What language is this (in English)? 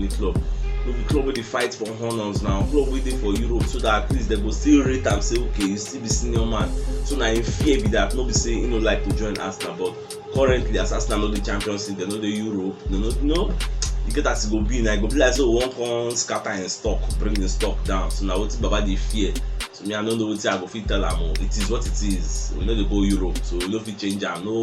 Nigerian Pidgin